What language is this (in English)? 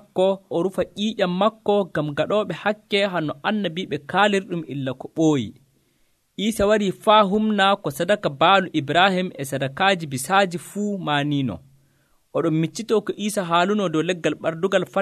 Nigerian Fulfulde